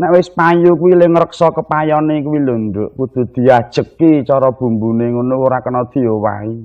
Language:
Javanese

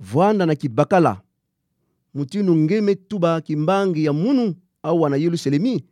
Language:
Kituba (Democratic Republic of Congo)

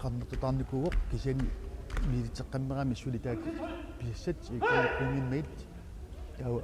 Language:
Kalaallisut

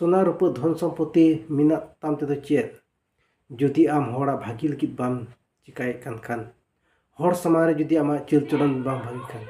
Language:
Santali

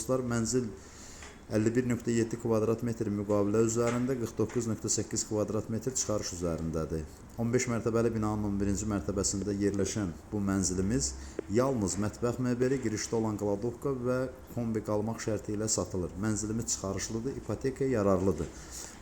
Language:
Azerbaijani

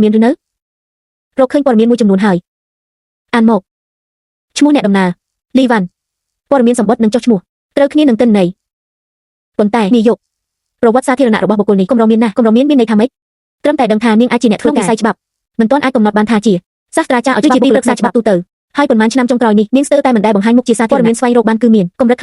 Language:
Khmer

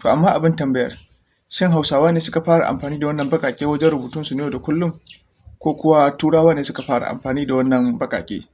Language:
Hausa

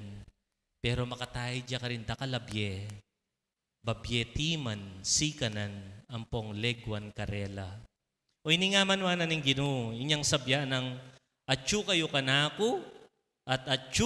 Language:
Pampanga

